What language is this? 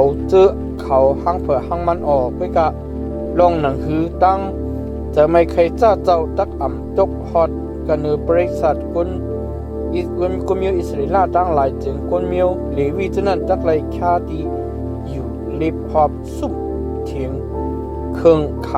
Shan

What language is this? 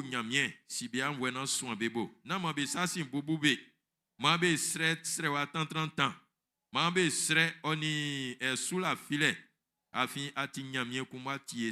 Baoulé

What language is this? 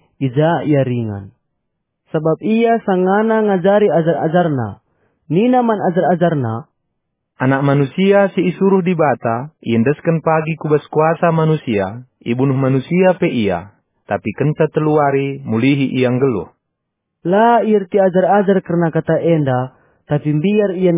Batak Karo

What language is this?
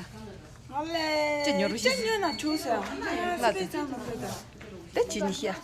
Tibetan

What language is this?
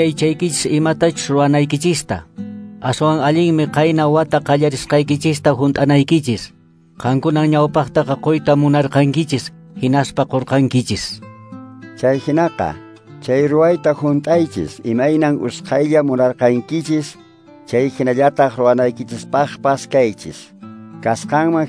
Quechua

